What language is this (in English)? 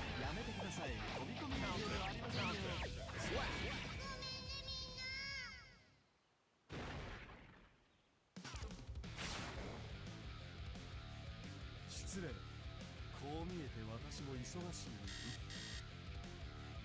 Japanese